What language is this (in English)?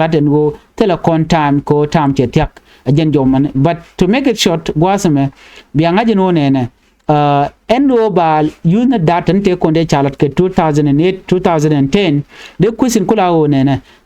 Nuer